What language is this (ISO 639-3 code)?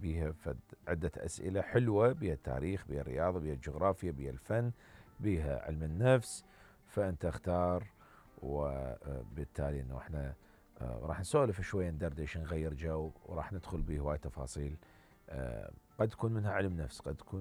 acm